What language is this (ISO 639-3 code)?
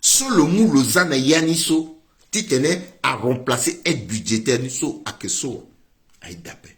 sag